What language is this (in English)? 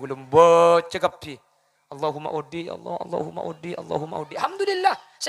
Madurese